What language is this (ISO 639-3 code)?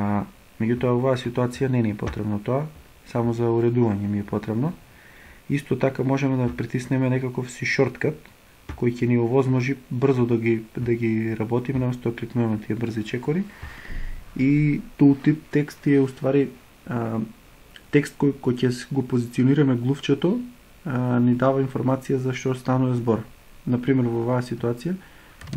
mkd